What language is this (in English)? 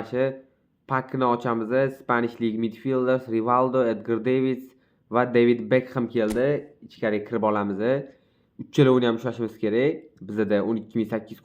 Uzbek